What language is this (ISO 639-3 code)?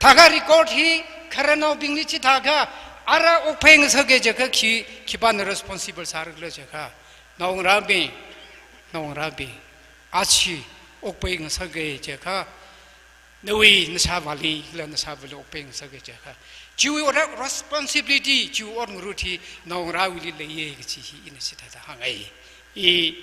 nmf